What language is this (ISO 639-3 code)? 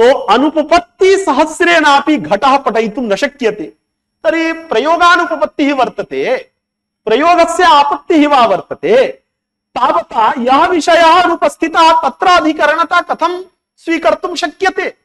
san